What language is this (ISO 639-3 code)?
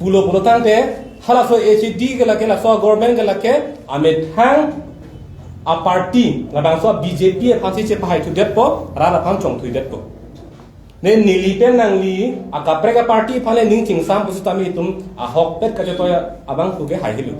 mjw